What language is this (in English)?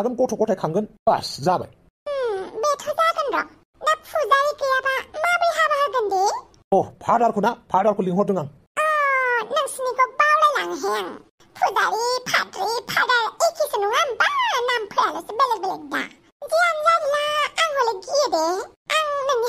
Bodo